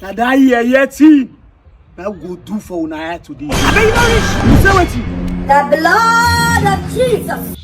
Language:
Nigerian Pidgin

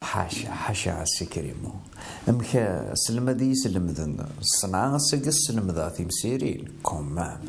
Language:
Kabyle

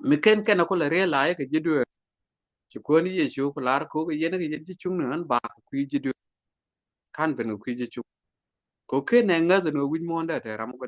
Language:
Nuer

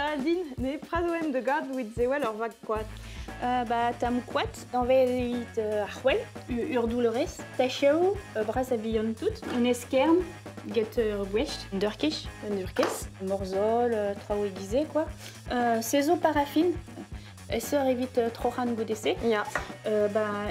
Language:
Breton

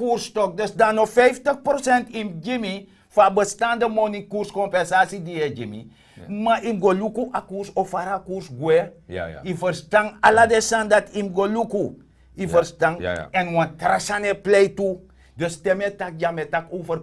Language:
Sranan Tongo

